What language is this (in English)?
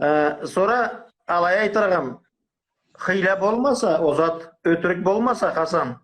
Karachay-Balkar